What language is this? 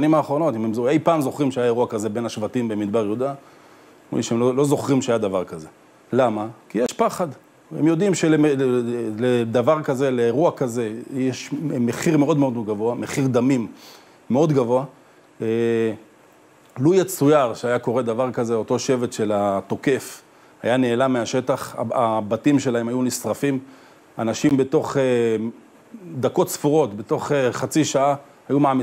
Hebrew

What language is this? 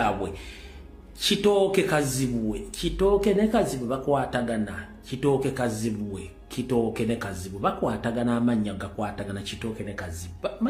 Ganda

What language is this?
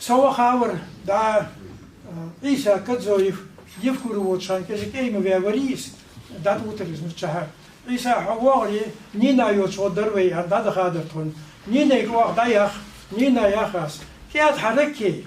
Ingush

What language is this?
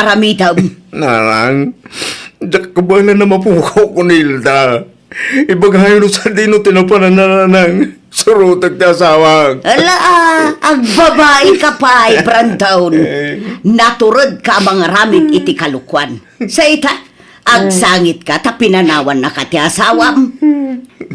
Iloko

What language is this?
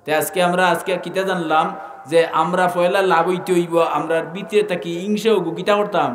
Sylheti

